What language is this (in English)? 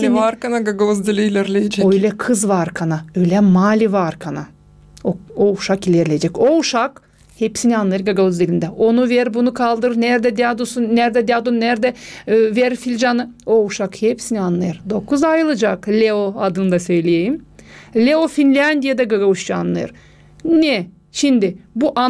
Gagauz